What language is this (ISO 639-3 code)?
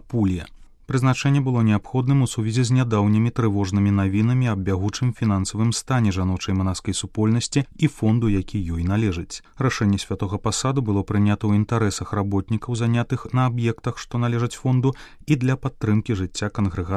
bel